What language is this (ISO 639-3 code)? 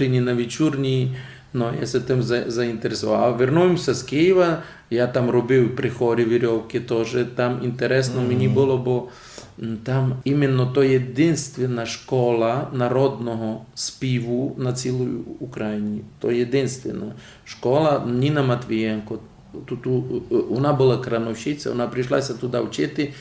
rue